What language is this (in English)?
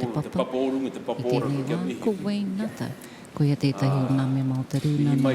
Māori